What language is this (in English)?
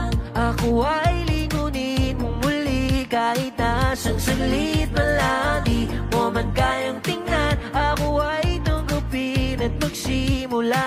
Filipino